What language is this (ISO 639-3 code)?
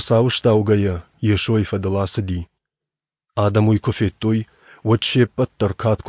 oss